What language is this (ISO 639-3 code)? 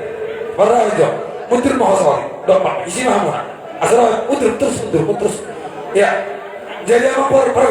bbc